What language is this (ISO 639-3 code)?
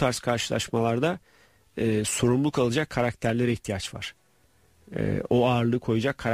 tur